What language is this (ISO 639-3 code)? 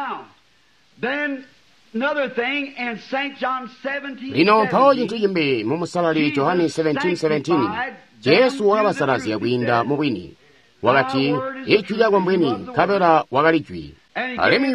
toi